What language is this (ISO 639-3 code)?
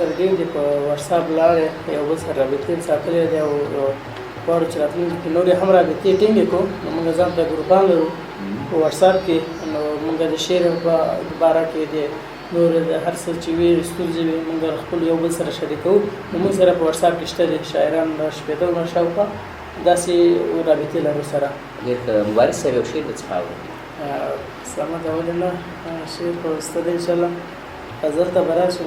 pus